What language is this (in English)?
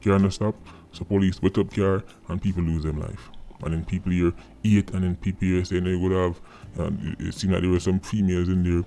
Jamaican Creole English